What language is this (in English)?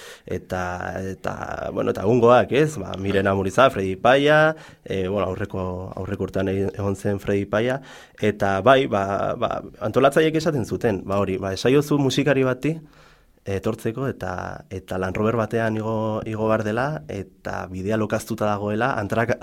Basque